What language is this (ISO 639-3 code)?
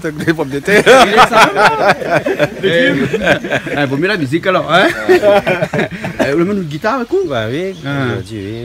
rcf